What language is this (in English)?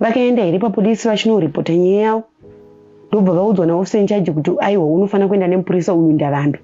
Shona